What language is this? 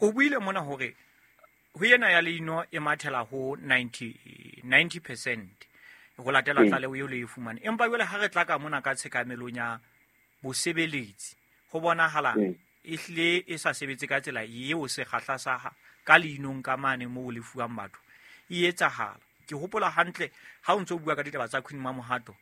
Southern Sotho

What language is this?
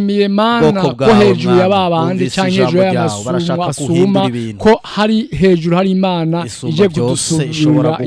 Rundi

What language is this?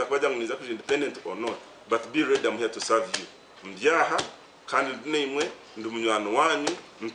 Nyankole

